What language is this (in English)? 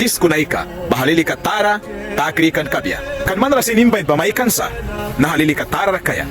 Mískito